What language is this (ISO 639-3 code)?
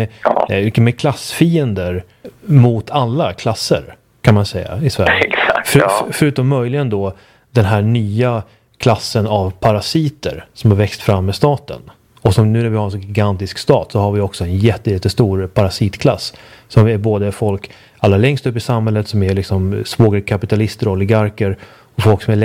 swe